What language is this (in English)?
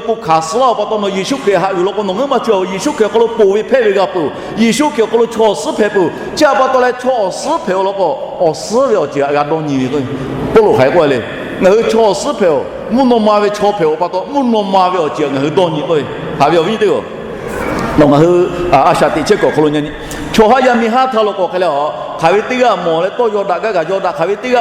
Lahu